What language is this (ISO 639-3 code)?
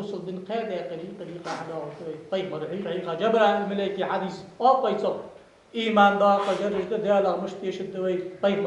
inh